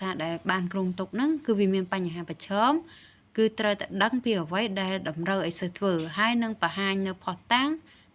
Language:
Khmer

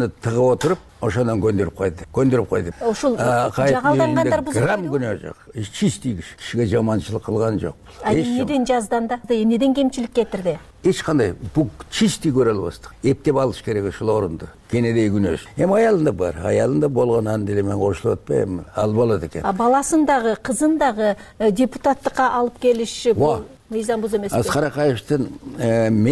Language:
Kyrgyz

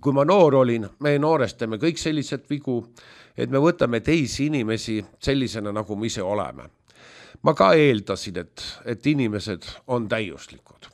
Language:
Estonian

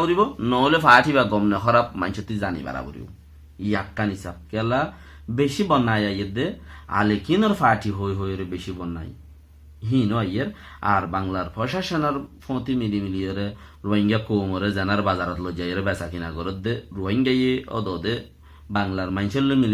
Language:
Rohingya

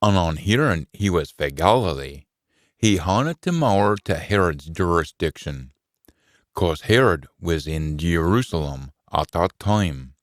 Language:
Scots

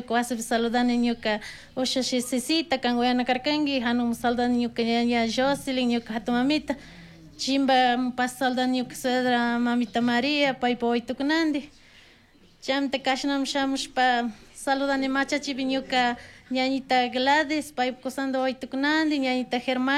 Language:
Chimborazo Highland Quichua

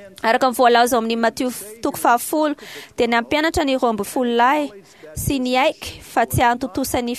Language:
Malagasy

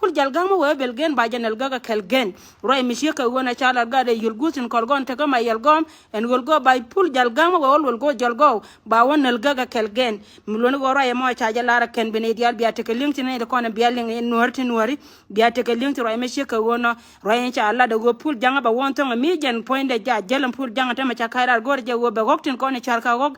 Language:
Nuer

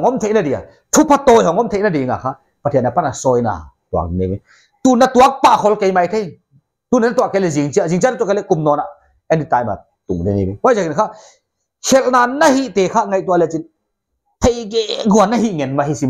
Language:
Paite Chin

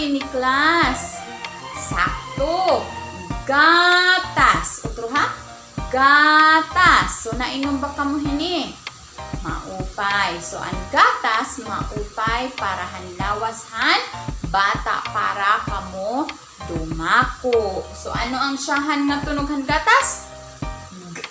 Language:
Waray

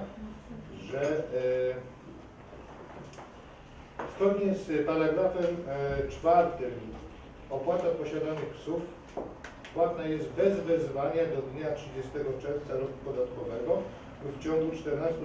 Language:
Polish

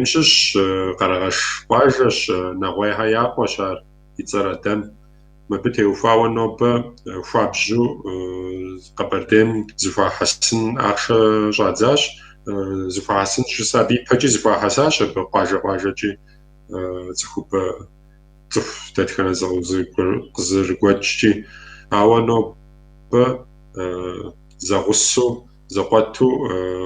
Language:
Kabardian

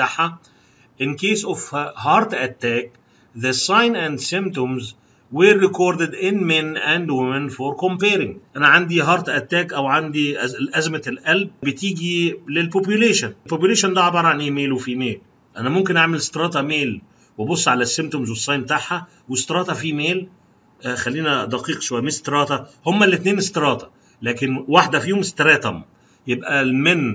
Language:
Egyptian Arabic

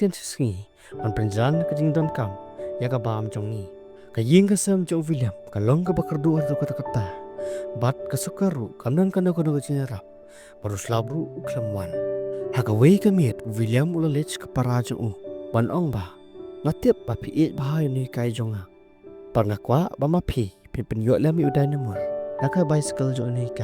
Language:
Khasi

